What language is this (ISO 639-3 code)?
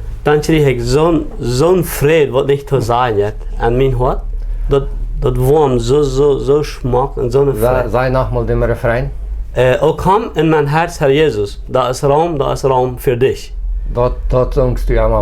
pdt